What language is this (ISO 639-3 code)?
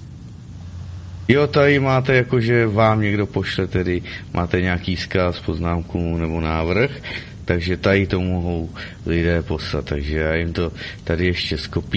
ces